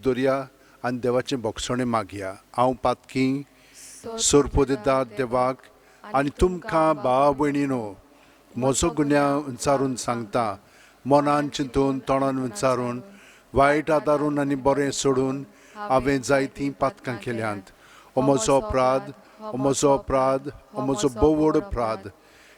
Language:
Konkani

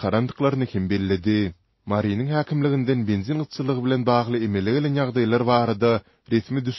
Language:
Turkmen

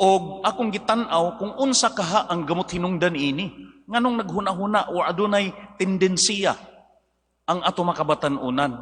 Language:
Cebuano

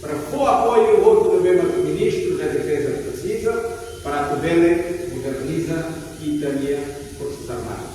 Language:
Tetum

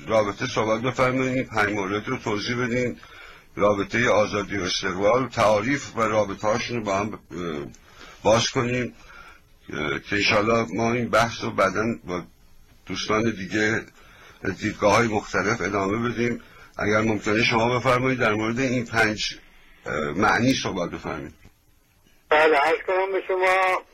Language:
Persian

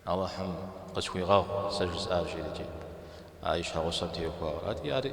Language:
Kabardian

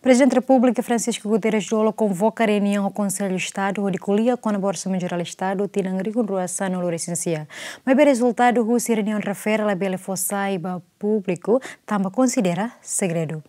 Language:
Tetum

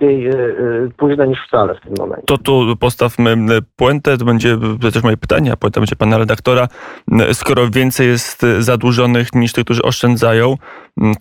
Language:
Polish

